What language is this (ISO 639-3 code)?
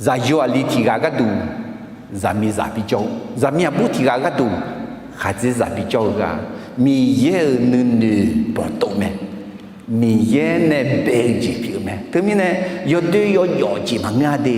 ahk